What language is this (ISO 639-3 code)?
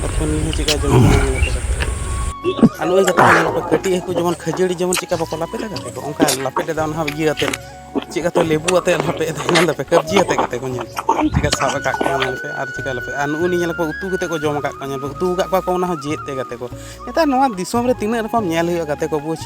sat